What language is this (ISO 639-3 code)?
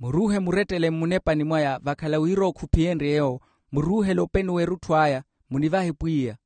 vmw